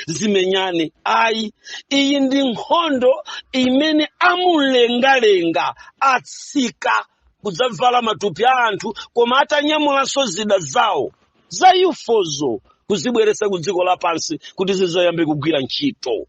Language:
Nyanja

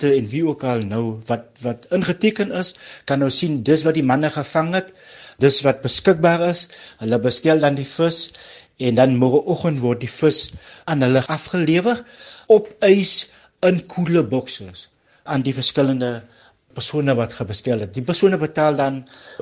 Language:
Afrikaans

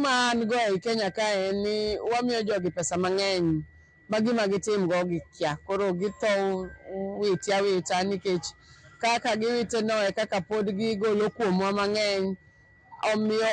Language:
Luo (Kenya and Tanzania)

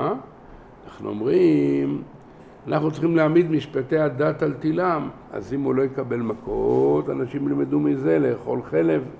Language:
Hebrew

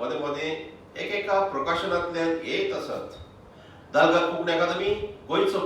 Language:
Konkani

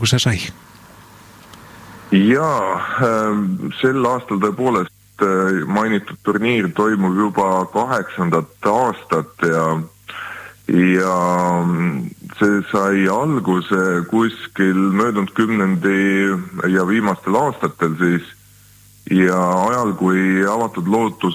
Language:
Estonian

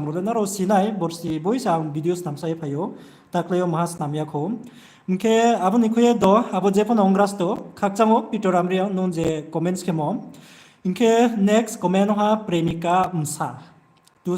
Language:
Riang (India)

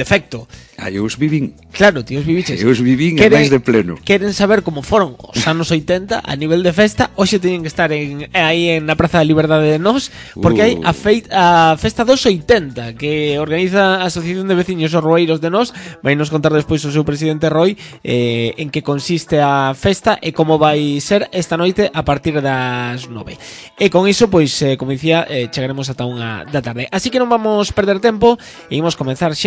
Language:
Galician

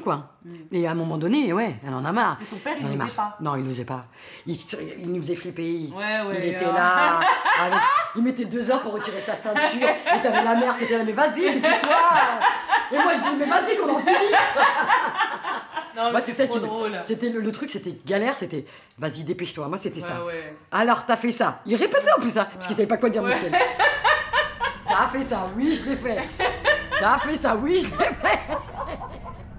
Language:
French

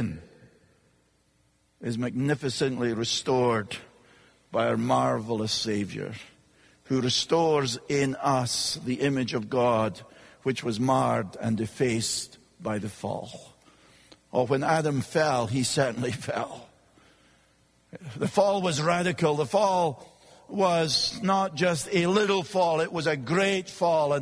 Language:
English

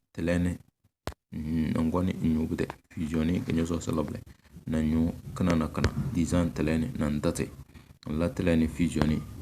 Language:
Tem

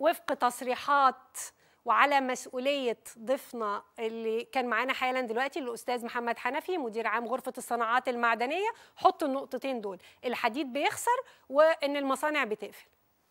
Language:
Egyptian Arabic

